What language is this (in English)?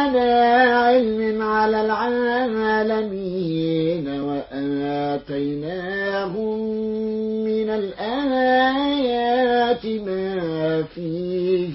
Arabic